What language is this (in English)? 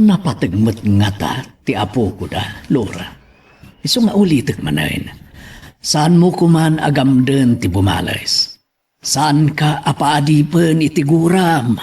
Iloko